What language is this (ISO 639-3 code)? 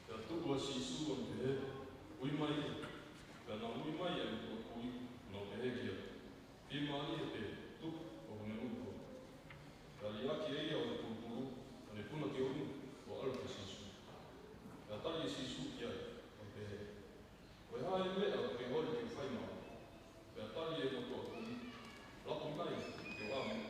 ton